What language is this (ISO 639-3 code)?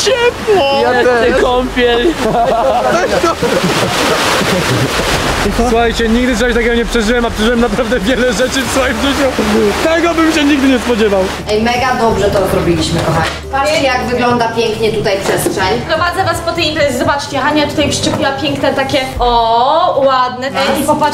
pol